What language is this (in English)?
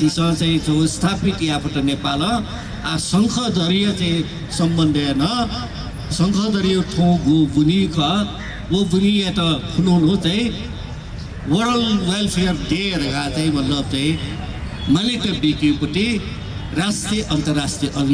Newari